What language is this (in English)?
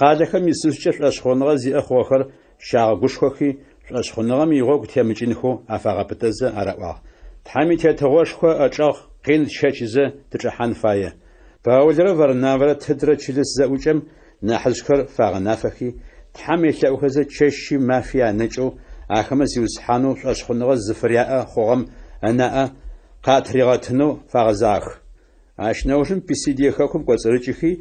Adyghe